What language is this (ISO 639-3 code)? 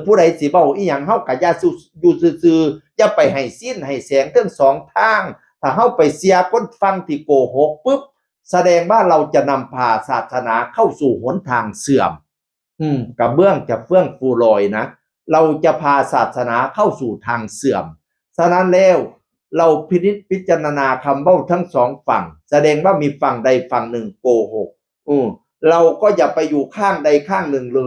tts